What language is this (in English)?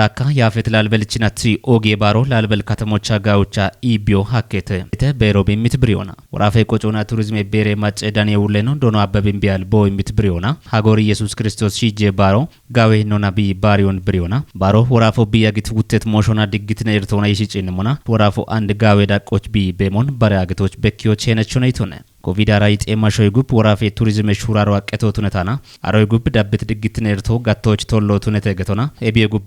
Kafa